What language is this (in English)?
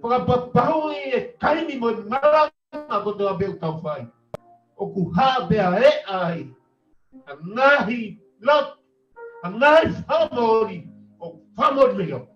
Tongan